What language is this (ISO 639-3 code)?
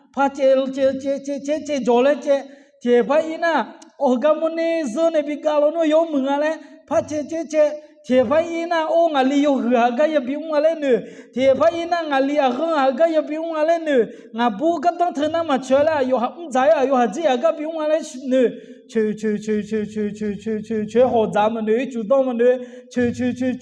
ahk